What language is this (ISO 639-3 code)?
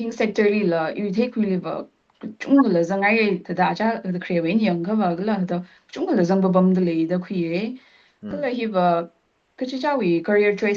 nmf